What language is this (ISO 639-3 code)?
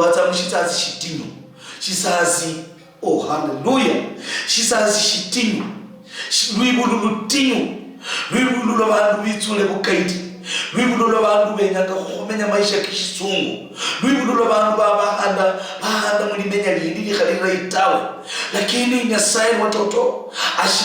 luy